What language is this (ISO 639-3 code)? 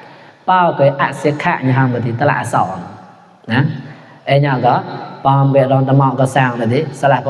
mnw